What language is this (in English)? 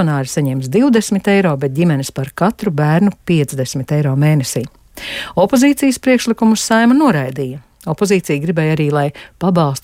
Latvian